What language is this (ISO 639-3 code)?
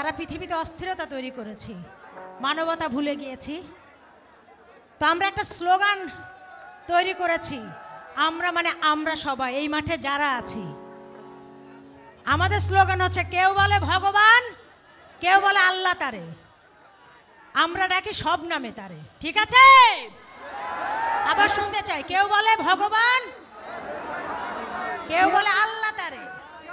ben